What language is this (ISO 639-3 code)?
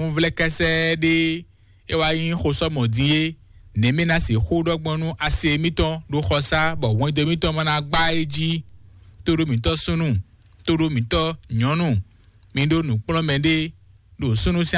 fon